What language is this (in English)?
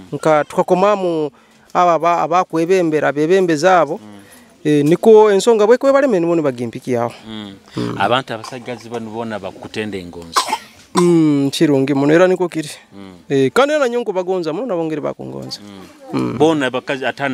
Nyoro